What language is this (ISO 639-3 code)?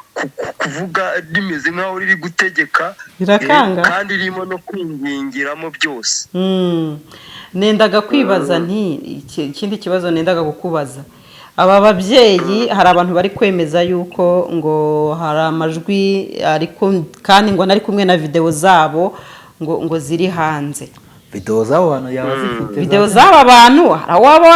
kin